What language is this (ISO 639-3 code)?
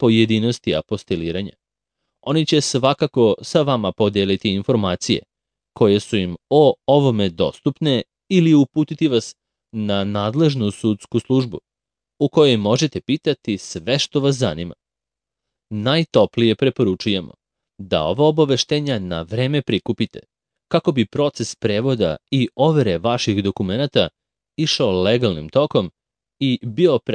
srp